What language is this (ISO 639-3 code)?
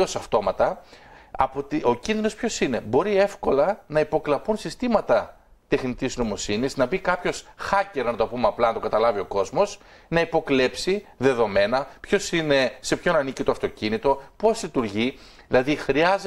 ell